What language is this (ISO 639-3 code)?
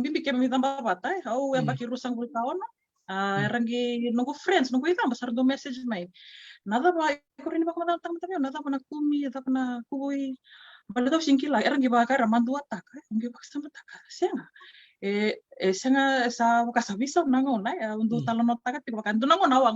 fij